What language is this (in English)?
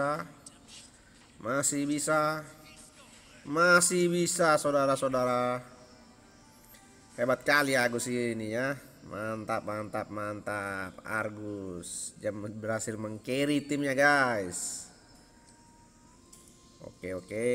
Indonesian